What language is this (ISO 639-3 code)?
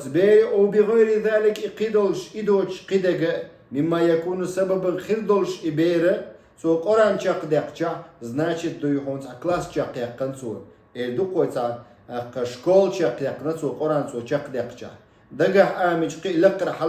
che